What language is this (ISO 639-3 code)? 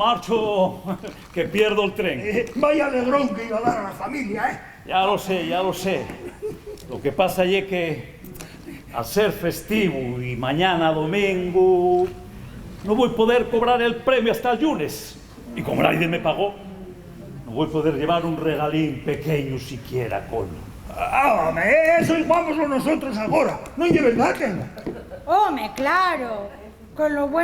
ast